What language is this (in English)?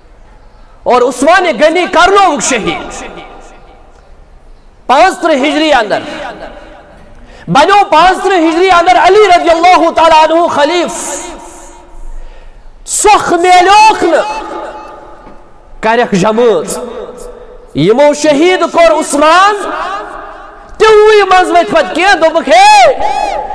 Kashmiri